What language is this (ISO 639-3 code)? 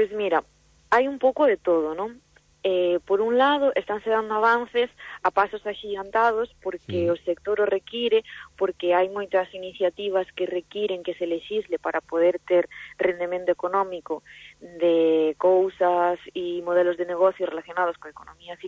glg